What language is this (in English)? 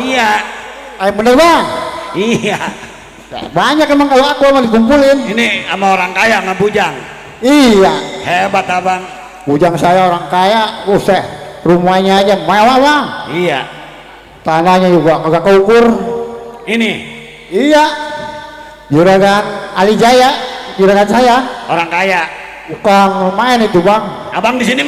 Betawi